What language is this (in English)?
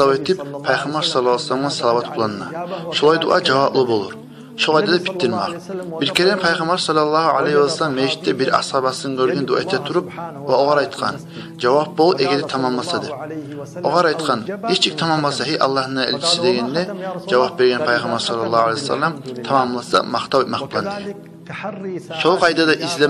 Kumyk